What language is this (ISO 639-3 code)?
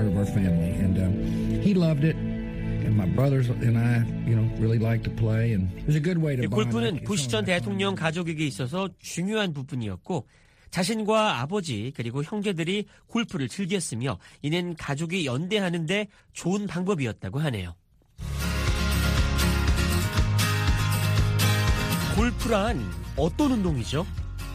kor